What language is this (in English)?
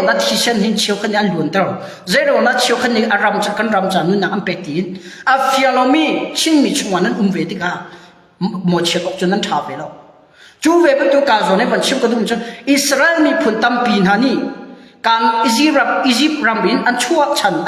Hakha Chin